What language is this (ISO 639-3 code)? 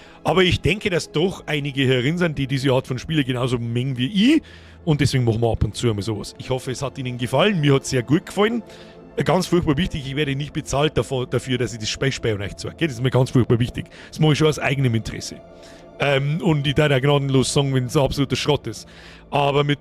bar